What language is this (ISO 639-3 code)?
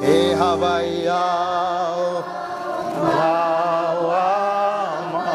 haw